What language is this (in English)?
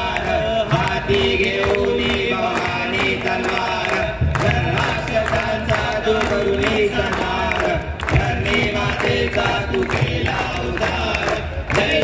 Marathi